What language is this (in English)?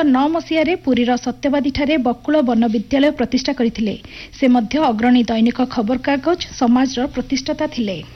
Odia